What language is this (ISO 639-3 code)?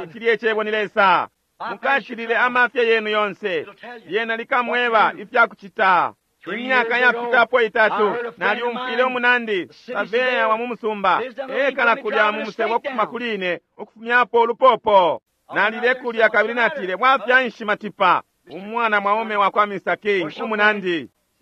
bem